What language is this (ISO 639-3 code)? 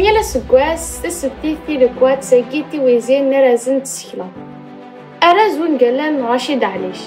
kab